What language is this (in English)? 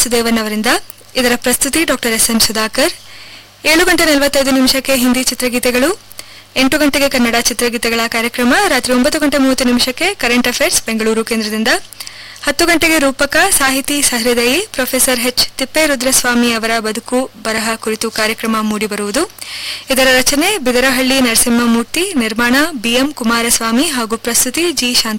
Kannada